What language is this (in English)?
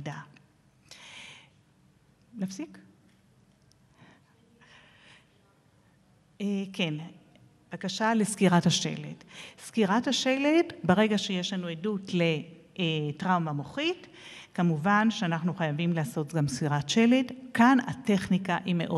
Hebrew